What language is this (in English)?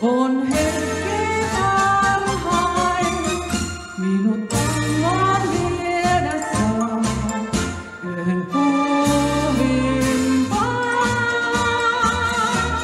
Finnish